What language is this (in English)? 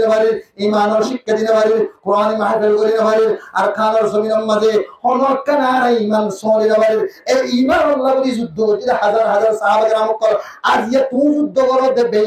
Rohingya